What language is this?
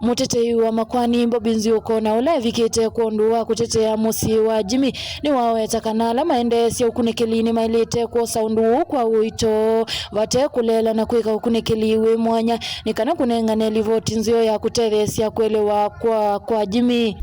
Kamba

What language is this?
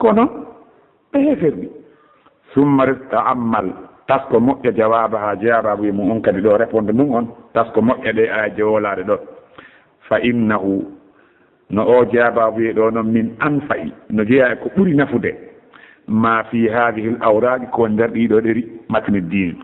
Pular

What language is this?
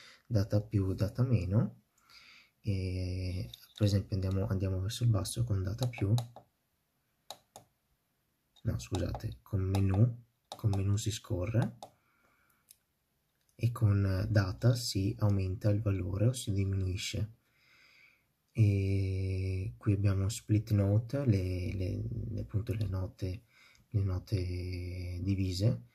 Italian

